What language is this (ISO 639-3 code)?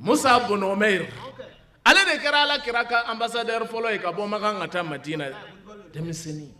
bam